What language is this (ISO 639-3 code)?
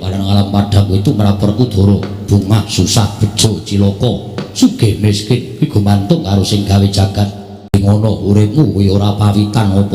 jav